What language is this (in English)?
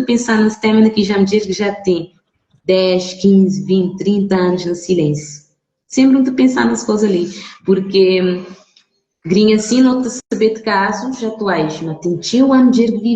Kabuverdianu